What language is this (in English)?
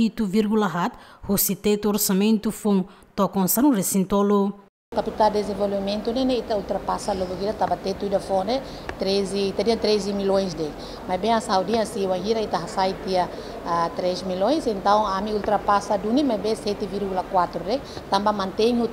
Tetum